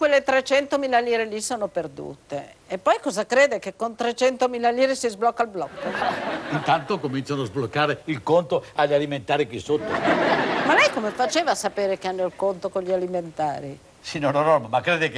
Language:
Italian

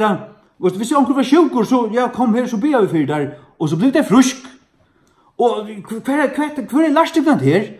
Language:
Faroese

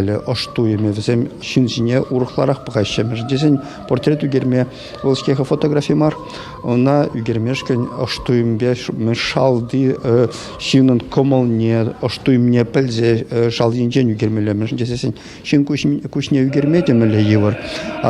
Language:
Chuvash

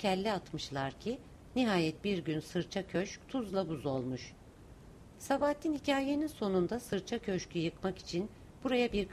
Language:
Turkish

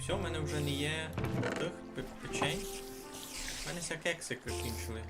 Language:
Rusyn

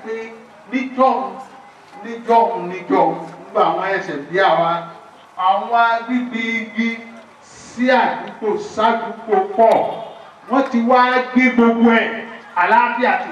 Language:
Yoruba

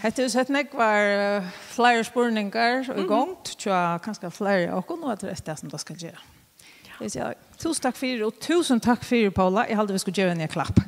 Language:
Faroese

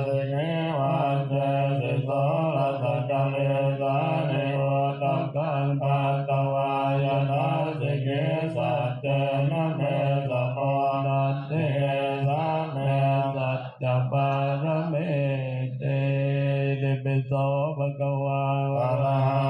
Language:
Pali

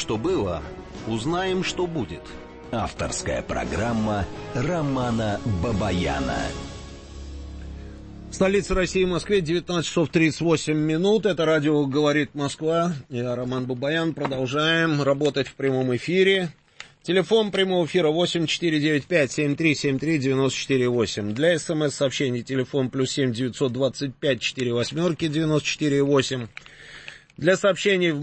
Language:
Russian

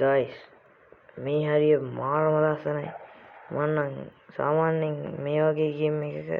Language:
Sinhala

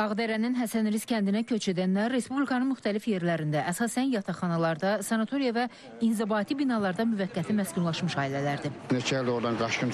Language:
Azerbaijani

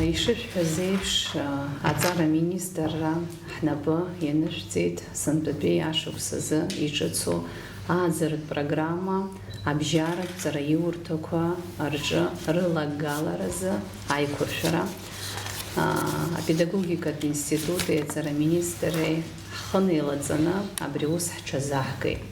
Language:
Abkhazian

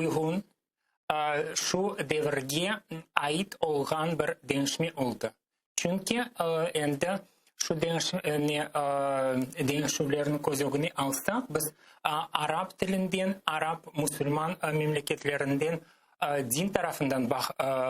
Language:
Crimean Tatar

